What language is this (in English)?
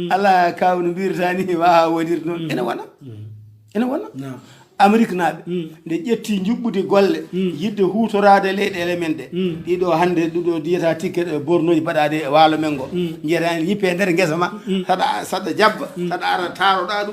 Fula